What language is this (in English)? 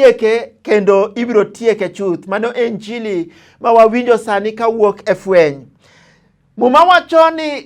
Luo (Kenya and Tanzania)